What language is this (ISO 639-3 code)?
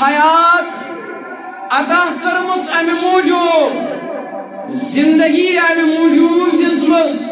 kas